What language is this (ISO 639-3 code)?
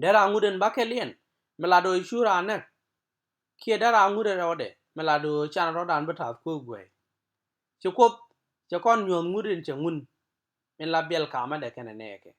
nus